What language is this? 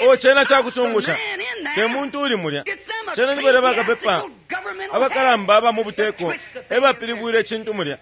Bemba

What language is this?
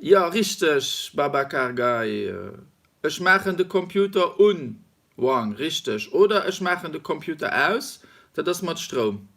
Luxembourgish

